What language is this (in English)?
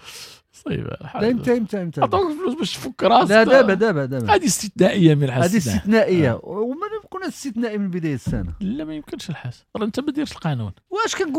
Moroccan Arabic